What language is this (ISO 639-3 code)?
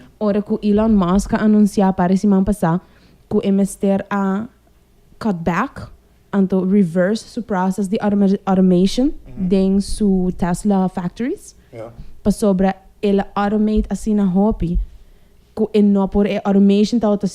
pap